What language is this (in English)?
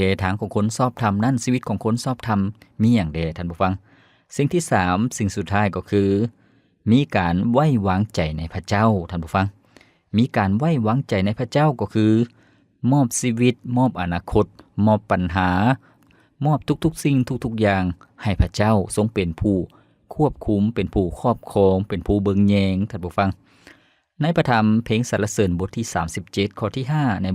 Lao